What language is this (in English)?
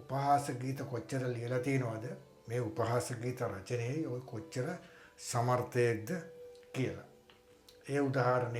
Sinhala